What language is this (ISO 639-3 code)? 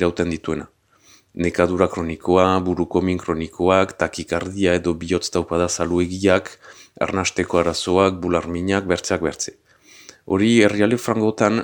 eus